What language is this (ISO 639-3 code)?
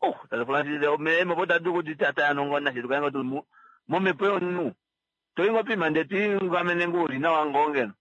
kua